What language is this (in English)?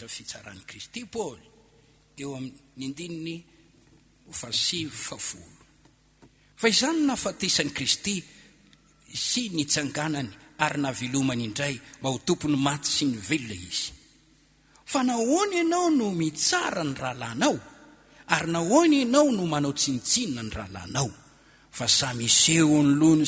Malagasy